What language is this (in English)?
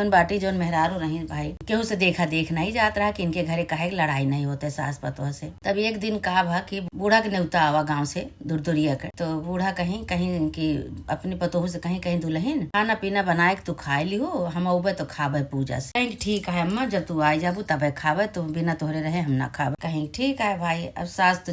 Awadhi